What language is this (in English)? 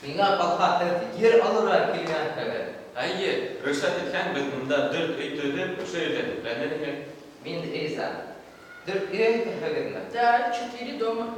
Bashkir